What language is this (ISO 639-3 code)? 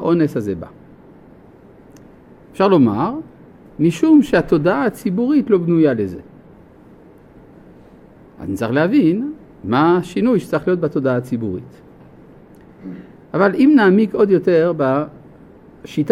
heb